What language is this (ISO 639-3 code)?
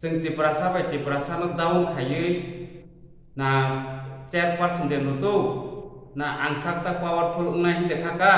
trp